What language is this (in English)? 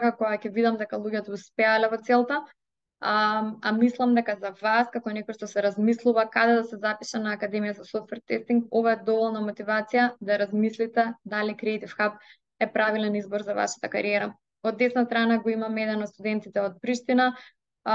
Macedonian